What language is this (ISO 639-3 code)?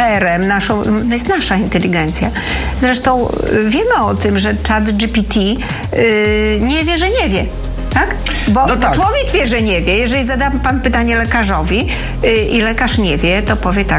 pol